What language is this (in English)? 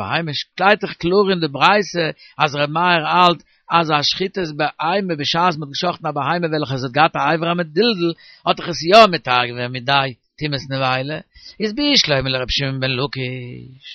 Yiddish